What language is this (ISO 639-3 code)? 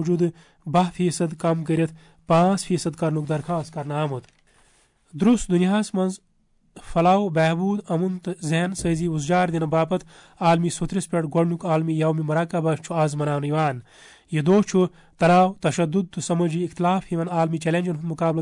kas